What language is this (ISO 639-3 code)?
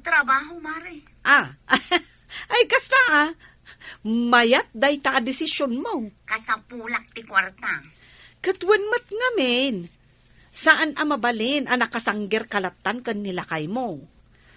ilo